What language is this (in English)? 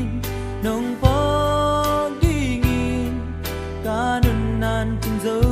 Paite Chin